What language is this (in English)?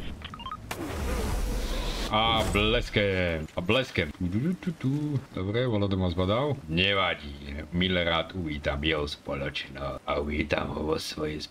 Slovak